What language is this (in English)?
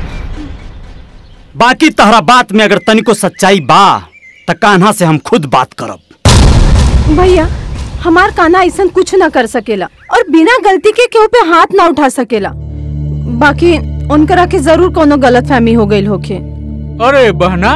Bhojpuri